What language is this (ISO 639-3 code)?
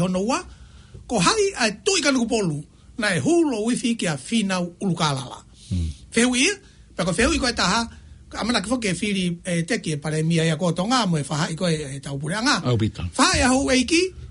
ton